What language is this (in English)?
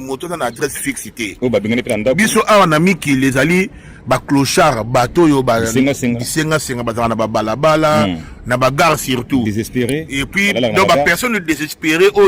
Lingala